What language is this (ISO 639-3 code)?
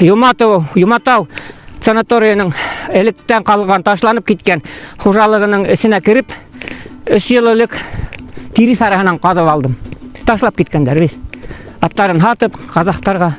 bak